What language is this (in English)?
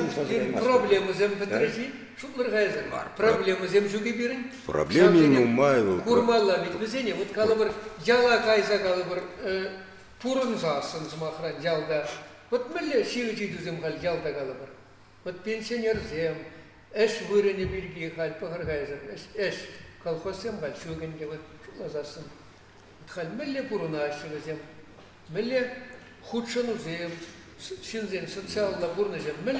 Chuvash